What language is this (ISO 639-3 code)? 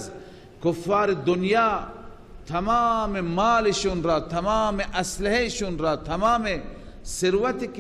fas